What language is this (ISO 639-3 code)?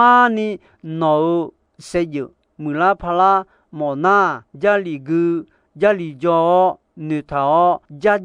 ahk